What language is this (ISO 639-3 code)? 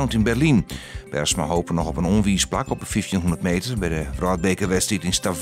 fry